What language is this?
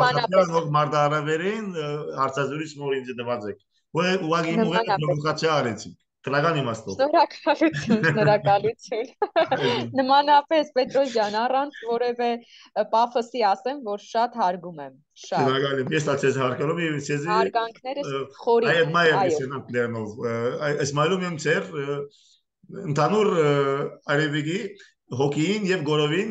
Armenian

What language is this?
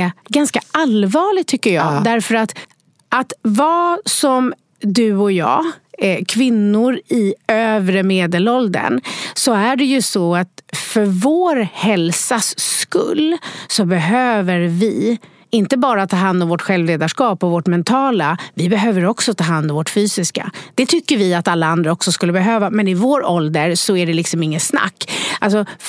Swedish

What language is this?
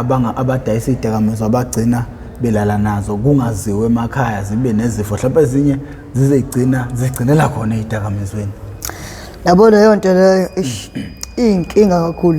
Zulu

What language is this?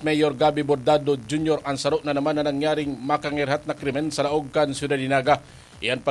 Bikol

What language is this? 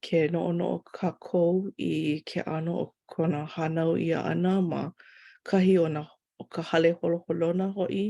Hawaiian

